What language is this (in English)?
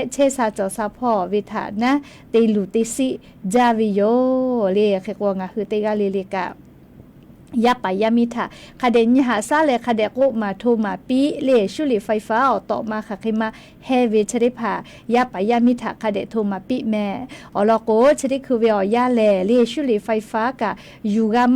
Lahu